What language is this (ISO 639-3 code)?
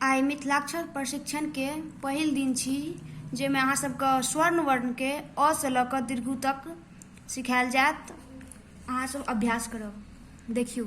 mai